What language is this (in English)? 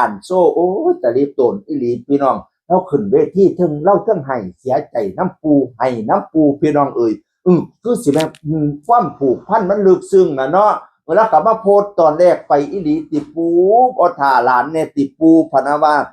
Northeastern Thai